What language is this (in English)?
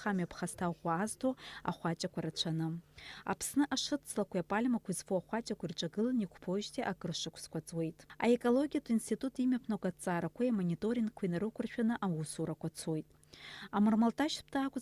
Abkhazian